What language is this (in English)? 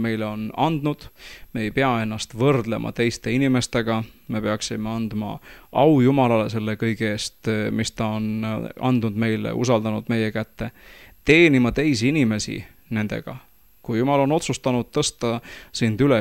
Estonian